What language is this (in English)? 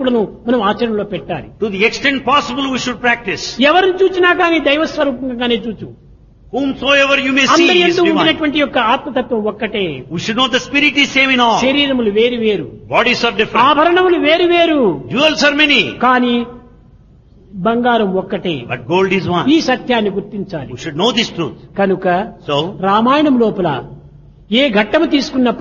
Telugu